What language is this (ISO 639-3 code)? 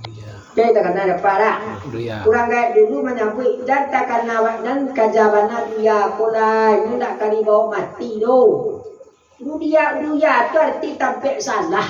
min